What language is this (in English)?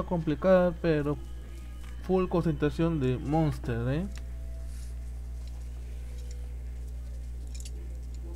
Spanish